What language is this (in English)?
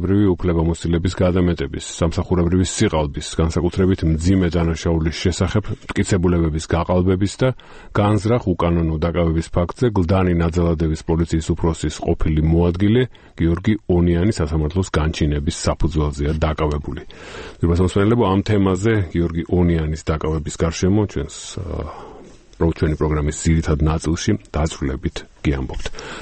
Georgian